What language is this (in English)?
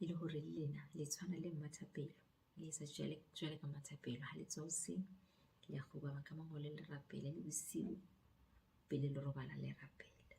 Southern Sotho